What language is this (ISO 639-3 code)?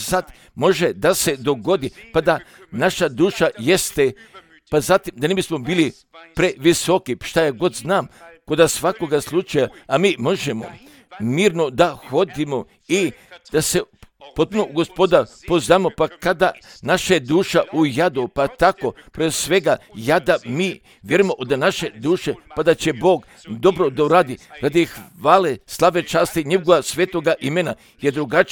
hrv